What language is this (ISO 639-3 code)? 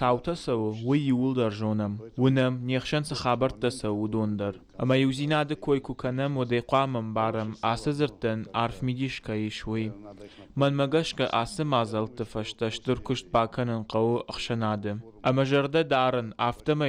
oss